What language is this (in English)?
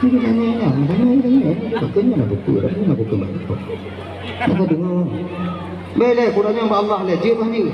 Achinese